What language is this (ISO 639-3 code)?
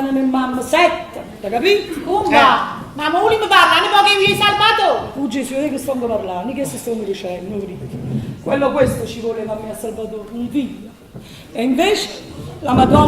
nap